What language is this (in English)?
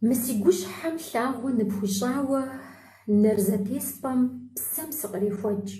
Kabardian